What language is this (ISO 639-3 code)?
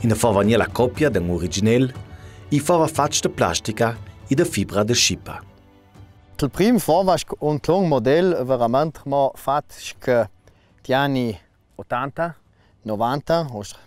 lld